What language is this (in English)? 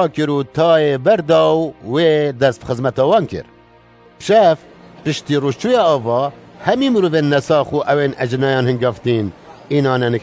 Kurdish